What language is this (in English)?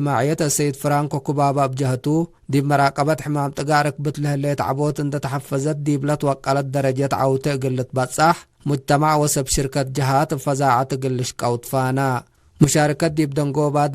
Tigre